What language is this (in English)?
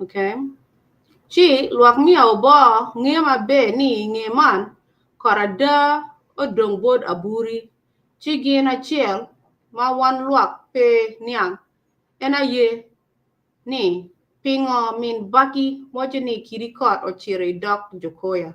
Acoli